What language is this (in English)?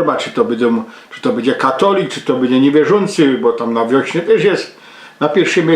Silesian